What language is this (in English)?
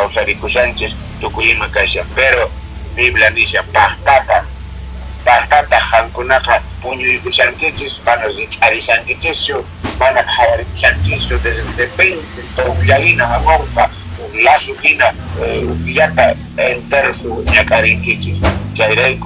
Quechua